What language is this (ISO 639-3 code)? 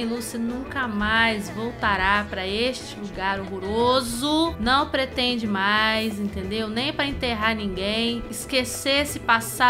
por